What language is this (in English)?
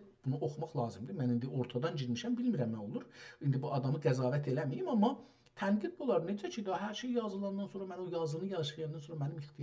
South Azerbaijani